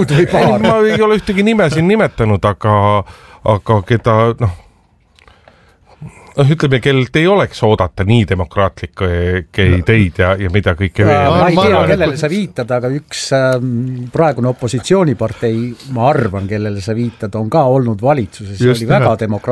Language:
Estonian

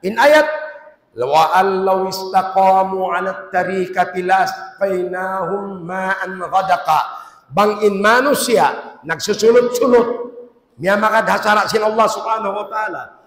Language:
Tausug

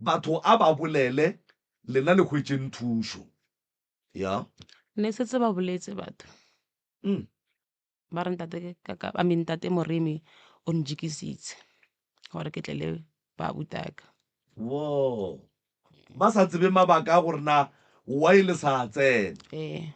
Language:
Northern Sotho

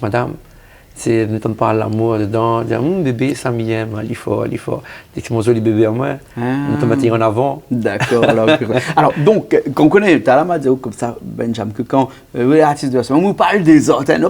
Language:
Réunion Creole French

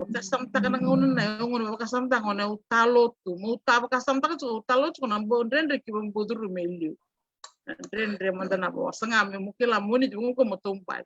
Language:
Fijian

